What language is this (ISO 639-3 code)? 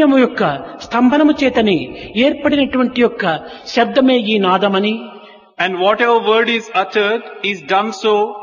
tel